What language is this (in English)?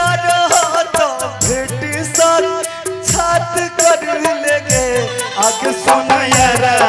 Bhojpuri